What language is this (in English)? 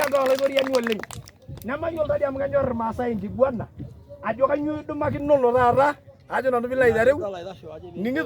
Masai